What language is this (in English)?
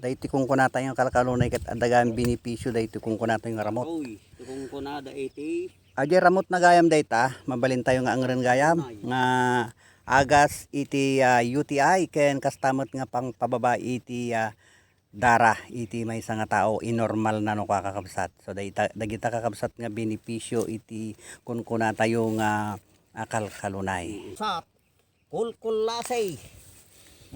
Iloko